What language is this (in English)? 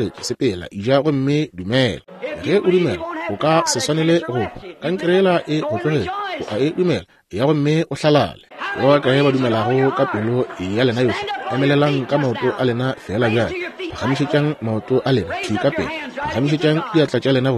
Northern Sotho